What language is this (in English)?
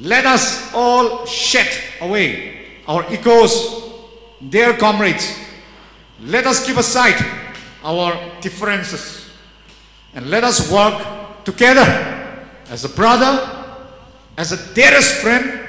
Tangkhul Naga (India)